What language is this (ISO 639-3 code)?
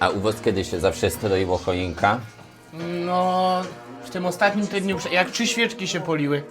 szl